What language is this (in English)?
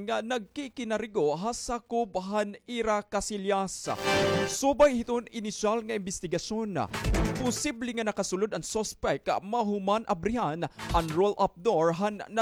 Waray